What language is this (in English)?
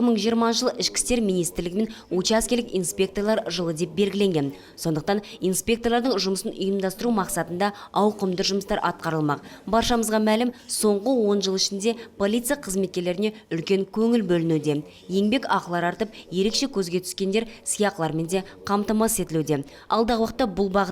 Kazakh